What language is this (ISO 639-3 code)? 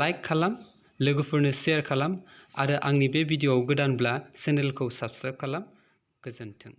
brx